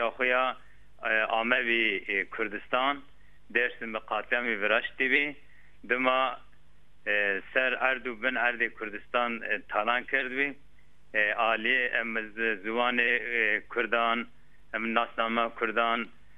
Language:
Zaza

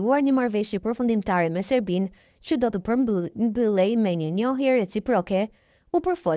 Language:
Albanian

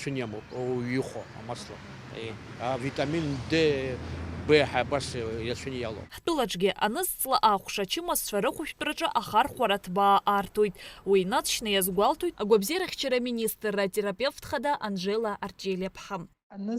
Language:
Abkhazian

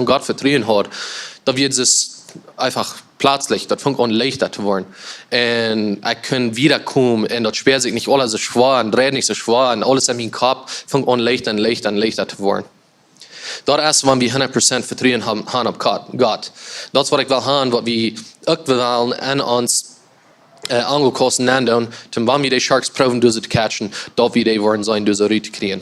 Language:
Plautdietsch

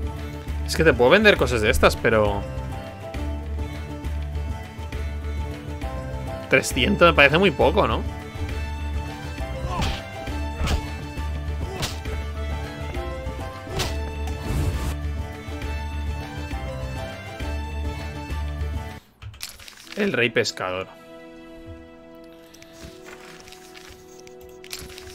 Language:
Spanish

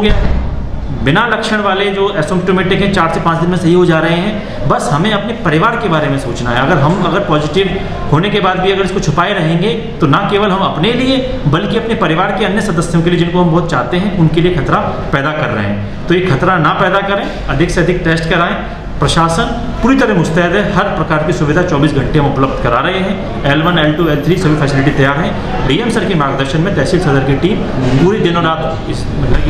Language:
Hindi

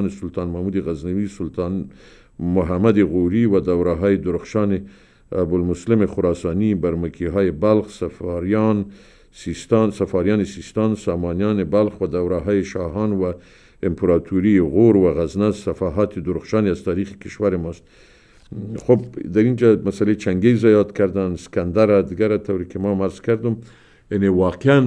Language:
Persian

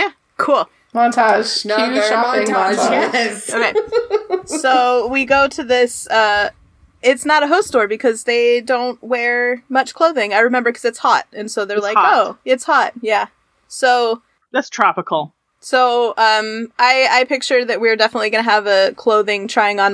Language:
English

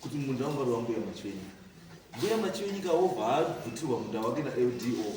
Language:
Shona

